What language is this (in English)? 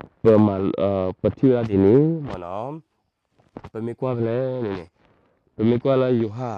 S'gaw Karen